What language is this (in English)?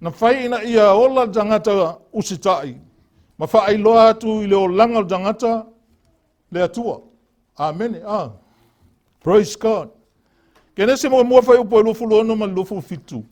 Samoan